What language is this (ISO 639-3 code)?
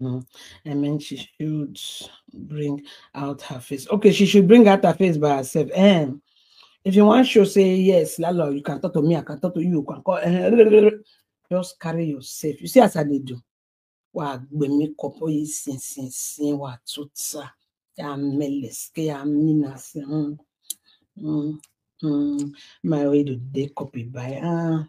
pcm